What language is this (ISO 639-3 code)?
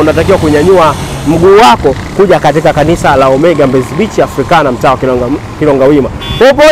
swa